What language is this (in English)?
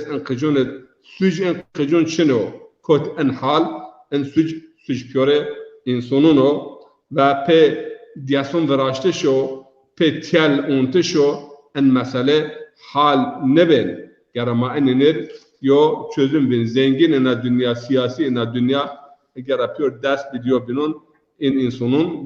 Zaza